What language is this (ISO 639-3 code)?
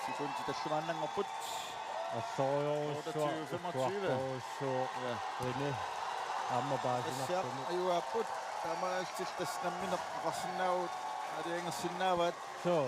kal